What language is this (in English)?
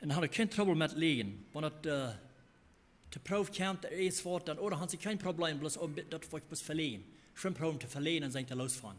Plautdietsch